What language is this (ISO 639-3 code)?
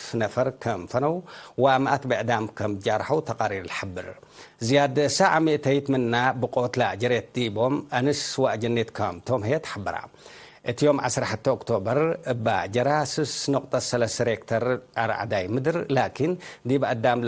tig